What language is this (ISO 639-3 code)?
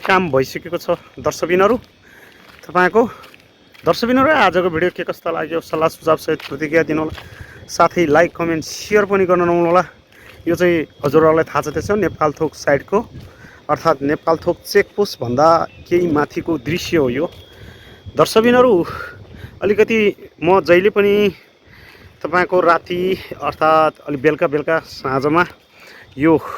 nep